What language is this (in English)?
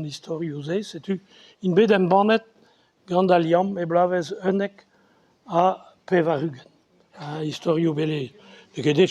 Breton